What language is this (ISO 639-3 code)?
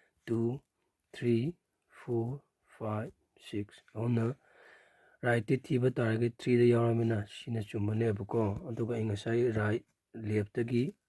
mni